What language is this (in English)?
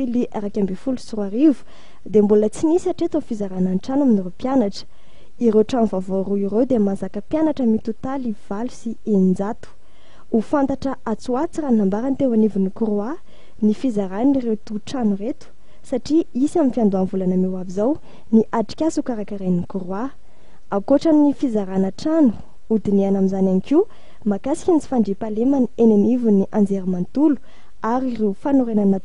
Malagasy